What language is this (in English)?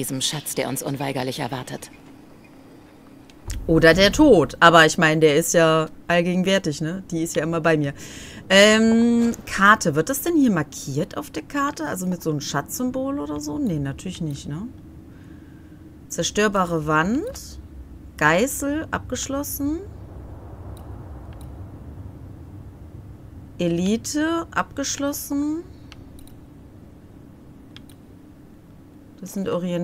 German